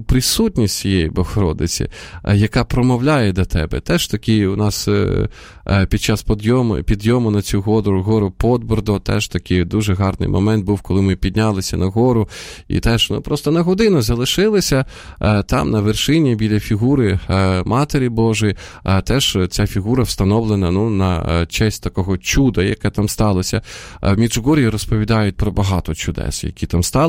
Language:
Ukrainian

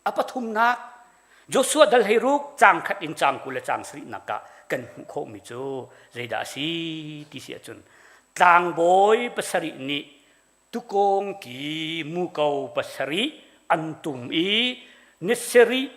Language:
Hakha Chin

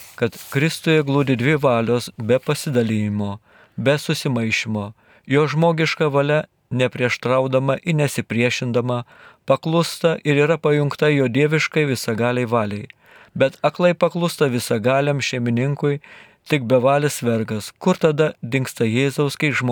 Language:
Lithuanian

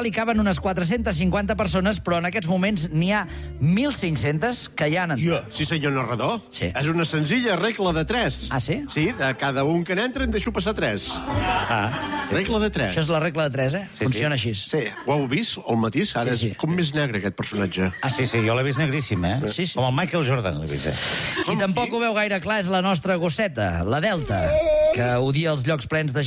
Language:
Catalan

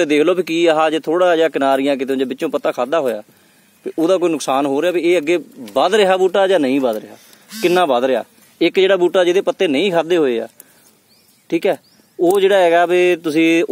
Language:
Punjabi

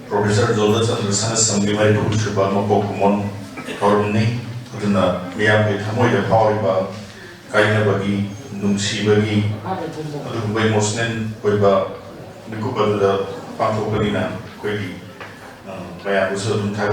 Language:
Manipuri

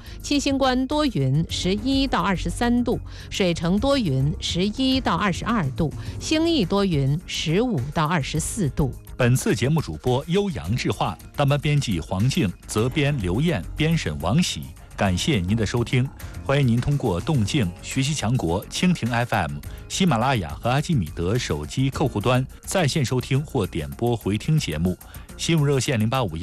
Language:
Chinese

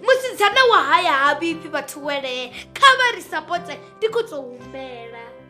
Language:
Venda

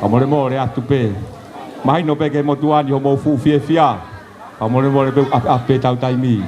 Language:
Tongan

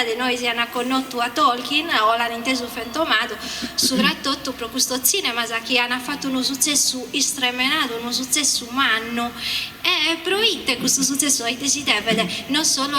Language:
Sardinian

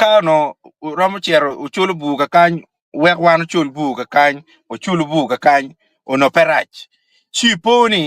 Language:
Acoli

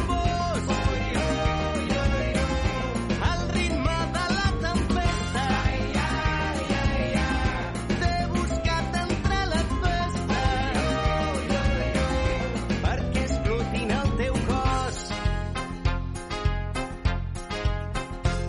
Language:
Catalan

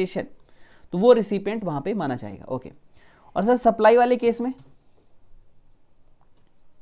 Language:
Hindi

